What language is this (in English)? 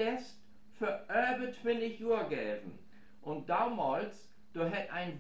Low German